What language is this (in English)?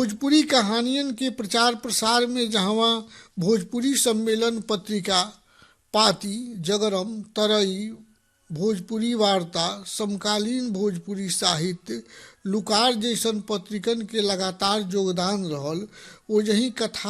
Bhojpuri